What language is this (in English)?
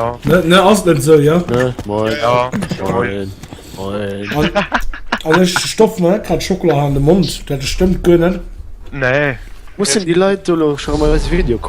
Luxembourgish